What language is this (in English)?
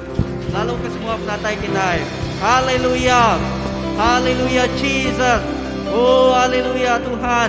Iban